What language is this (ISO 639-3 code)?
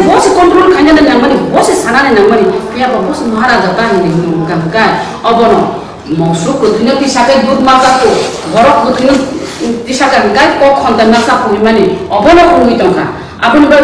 trp